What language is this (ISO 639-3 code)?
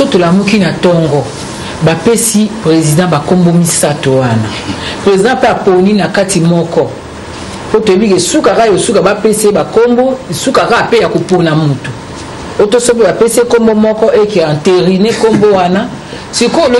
lin